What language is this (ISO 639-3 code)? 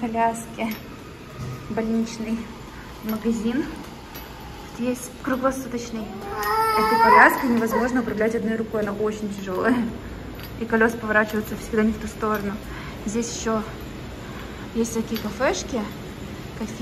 rus